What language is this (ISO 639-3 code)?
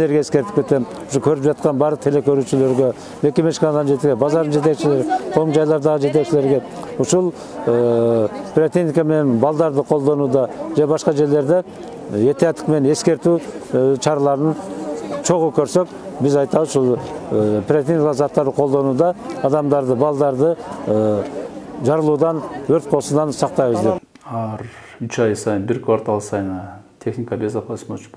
kir